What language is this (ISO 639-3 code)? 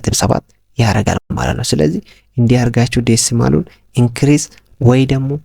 amh